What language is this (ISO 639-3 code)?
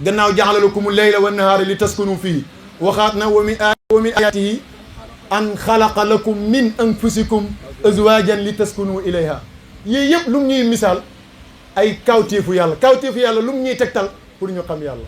wol